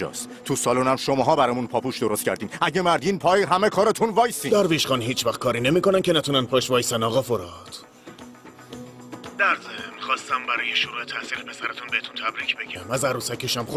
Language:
Persian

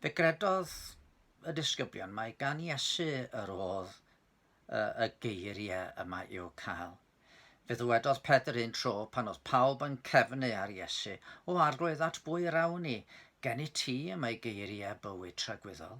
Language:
Welsh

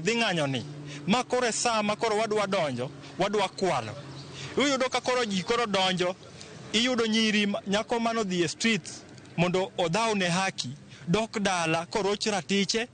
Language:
Luo (Kenya and Tanzania)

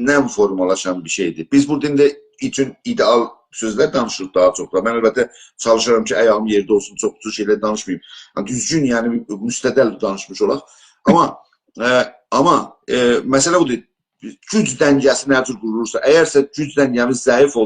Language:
South Azerbaijani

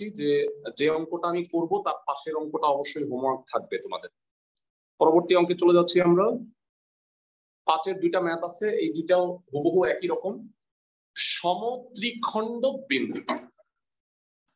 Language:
Bangla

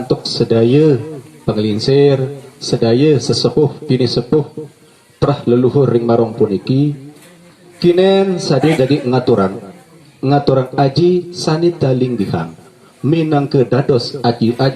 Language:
Sasak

